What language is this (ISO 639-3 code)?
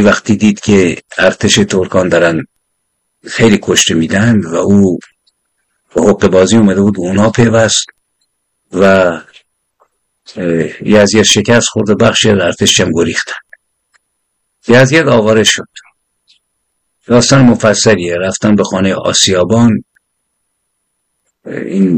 fas